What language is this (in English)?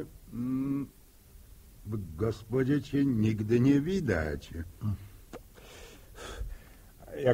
Polish